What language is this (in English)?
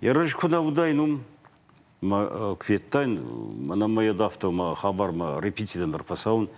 Ossetic